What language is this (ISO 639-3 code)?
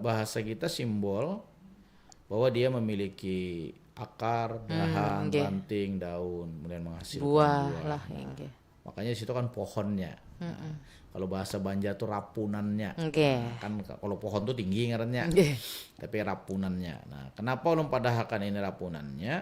bjn